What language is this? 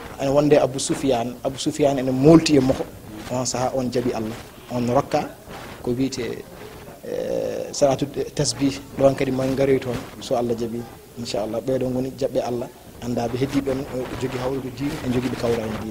Fula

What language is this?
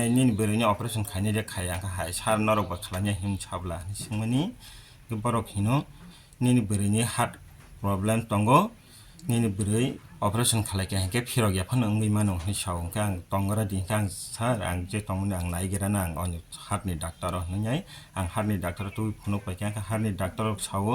Kok Borok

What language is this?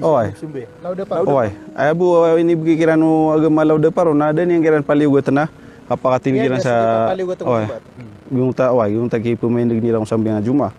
Maranao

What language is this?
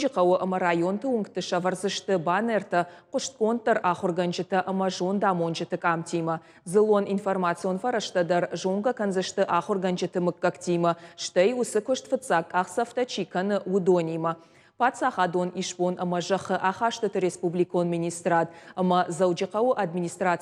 Ossetic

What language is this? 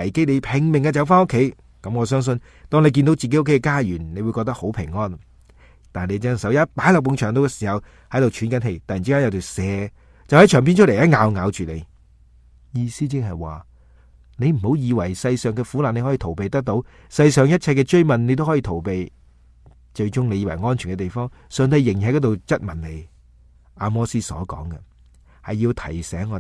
Cantonese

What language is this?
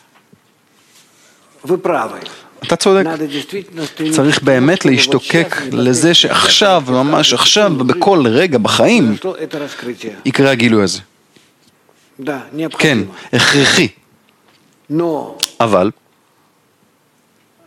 Hebrew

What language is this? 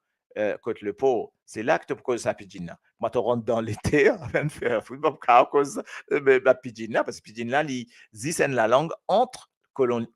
Morisyen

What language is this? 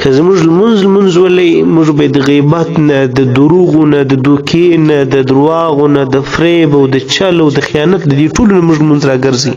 Pashto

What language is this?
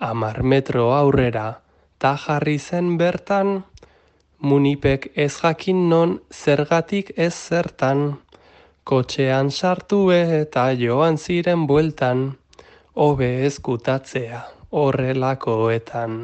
Basque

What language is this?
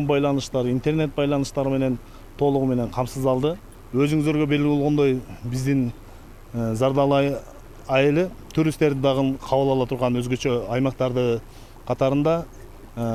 Kyrgyz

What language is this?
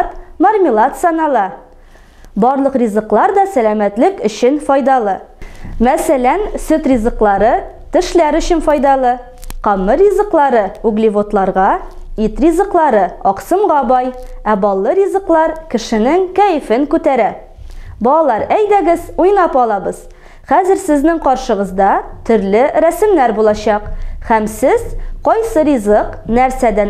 Tatar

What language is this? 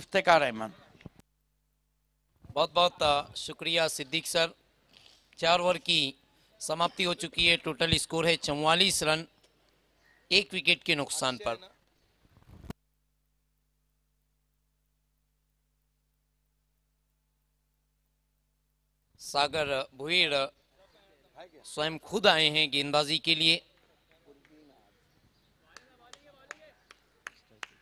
Hindi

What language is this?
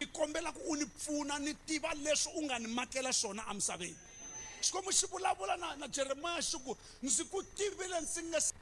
Tsonga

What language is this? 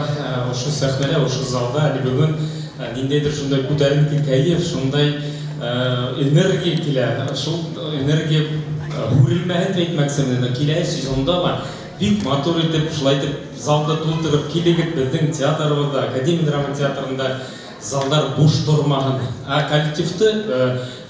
Bashkir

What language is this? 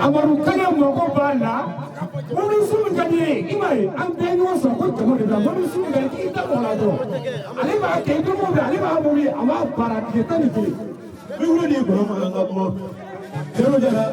Bambara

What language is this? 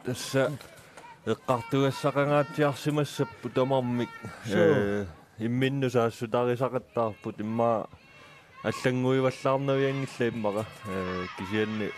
Kalaallisut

